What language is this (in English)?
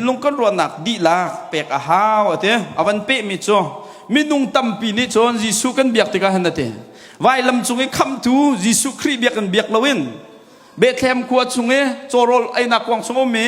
Hakha Chin